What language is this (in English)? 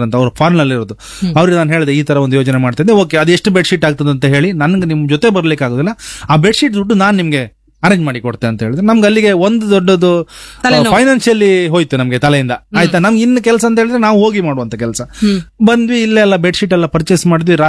Kannada